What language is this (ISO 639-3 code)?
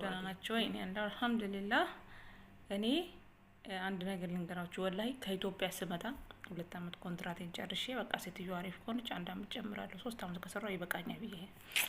amh